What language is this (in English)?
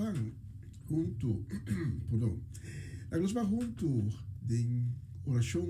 Papiamento